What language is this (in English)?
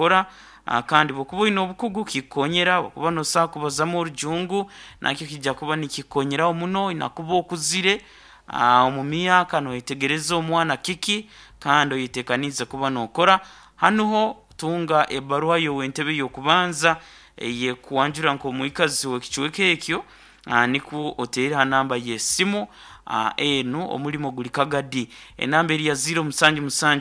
Nyankole